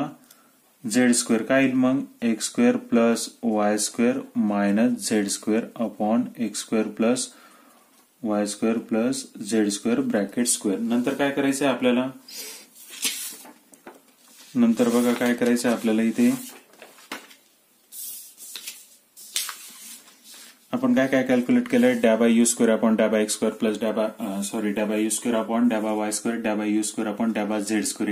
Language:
Marathi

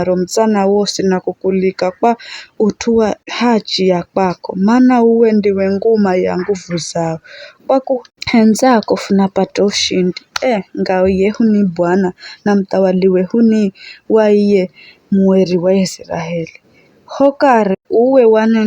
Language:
Giryama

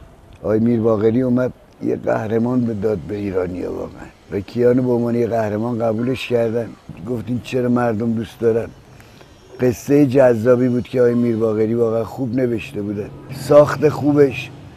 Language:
Persian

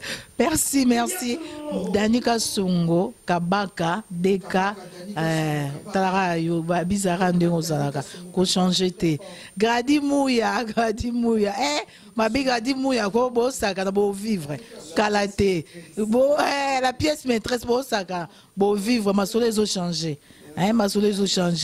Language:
Lingala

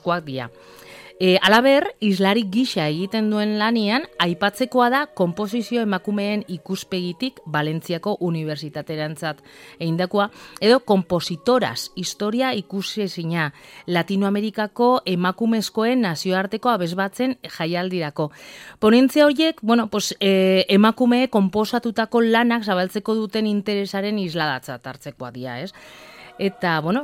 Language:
Basque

